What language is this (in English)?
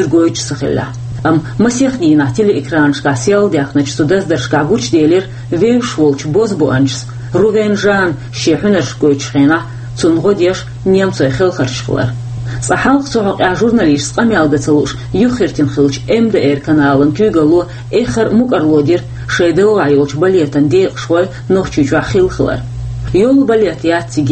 Chechen